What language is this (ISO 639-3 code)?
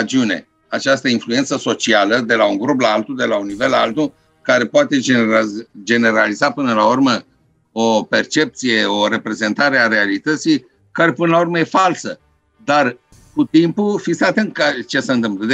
ron